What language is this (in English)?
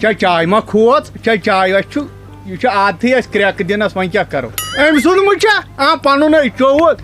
Kashmiri